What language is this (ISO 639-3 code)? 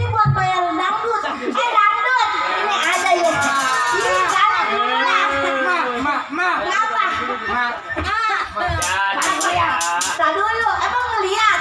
bew